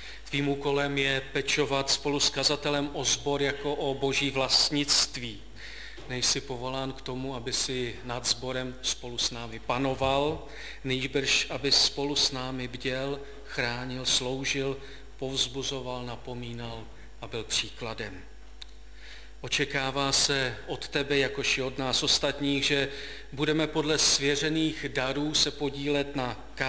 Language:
Czech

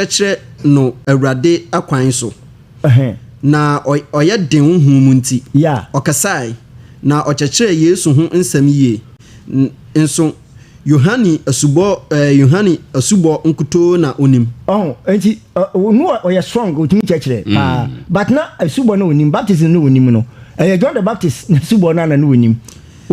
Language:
Akan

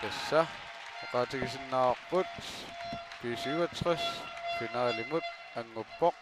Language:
Kalaallisut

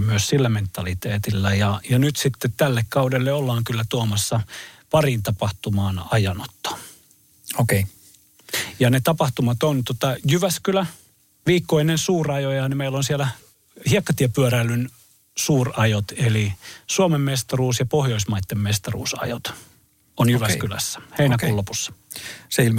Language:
Finnish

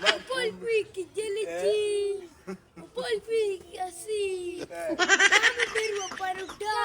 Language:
Acoli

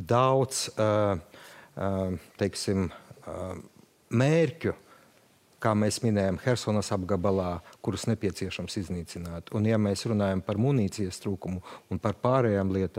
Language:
Latvian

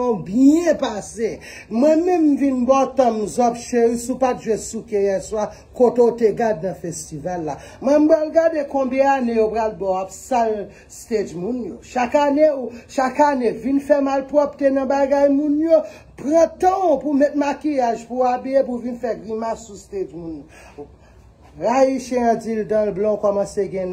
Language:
Haitian Creole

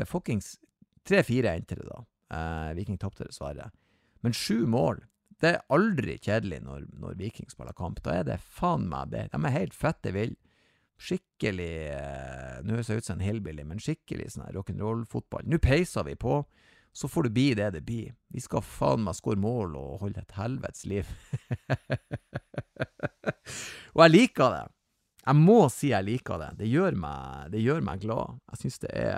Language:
Norwegian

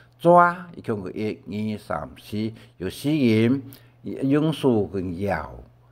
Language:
Hakka Chinese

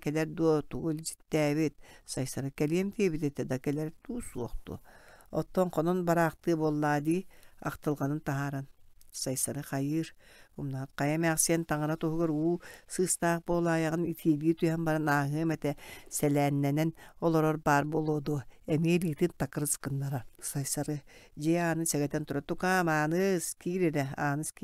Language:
Yakut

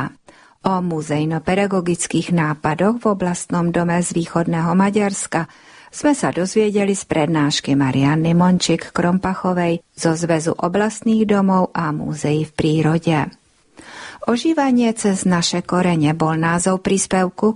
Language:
Slovak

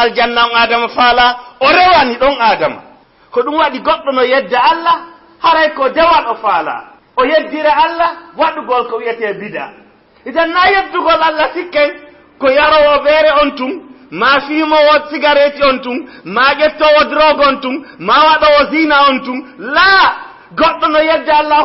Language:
Fula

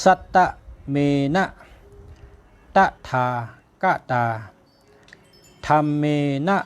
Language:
Shan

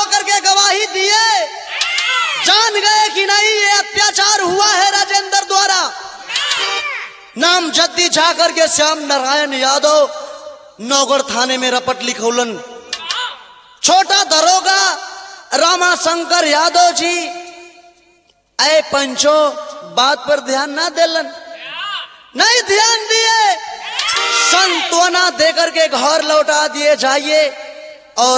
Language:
Bhojpuri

